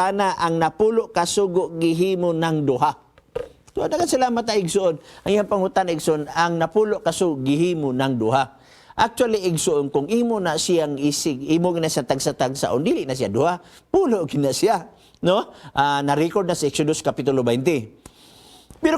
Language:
Cebuano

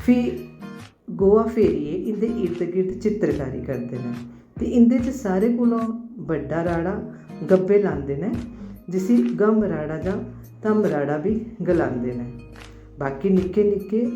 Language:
Dogri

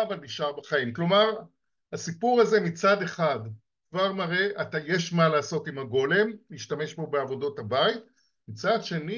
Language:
Hebrew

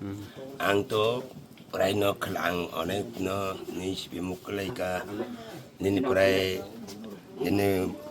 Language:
Kok Borok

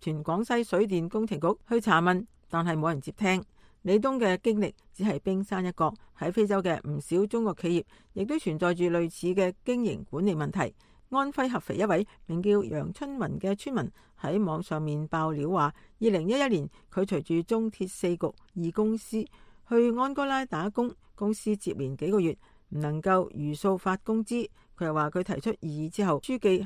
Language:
Cantonese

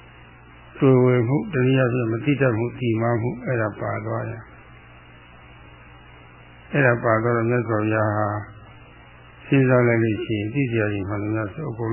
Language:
Burmese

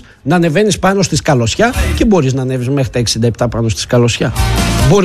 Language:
Greek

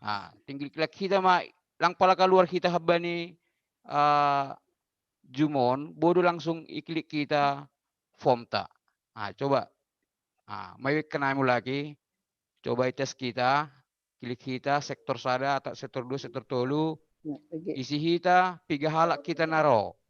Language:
Batak Simalungun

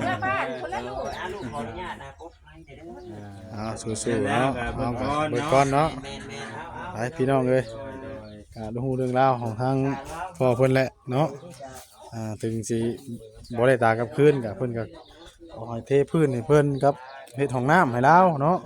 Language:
Northeastern Thai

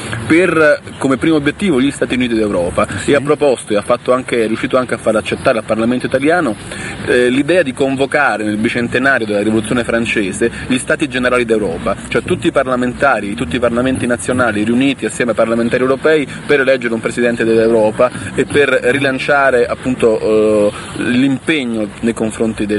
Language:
Italian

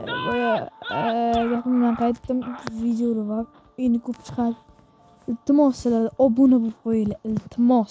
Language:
Uzbek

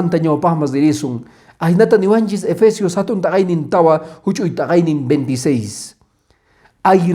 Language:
Quechua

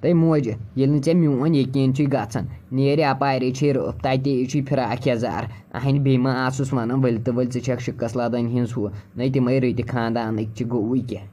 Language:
Kashmiri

